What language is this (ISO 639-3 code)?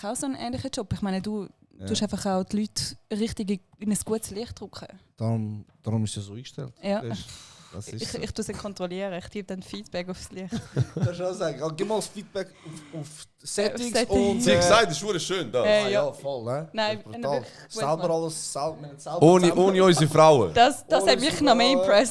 gsw